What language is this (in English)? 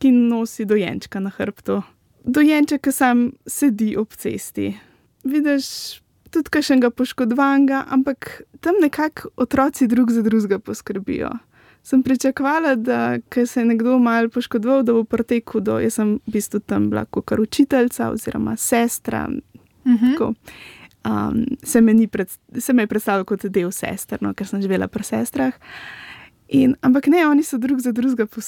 Slovenian